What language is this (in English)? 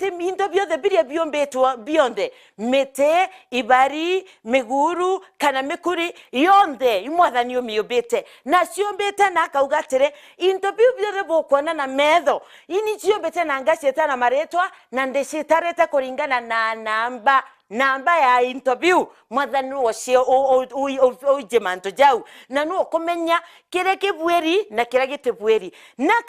Meru